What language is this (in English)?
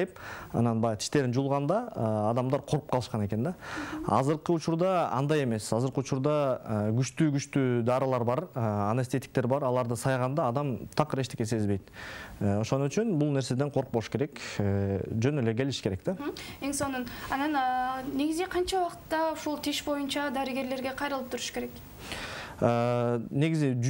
Kyrgyz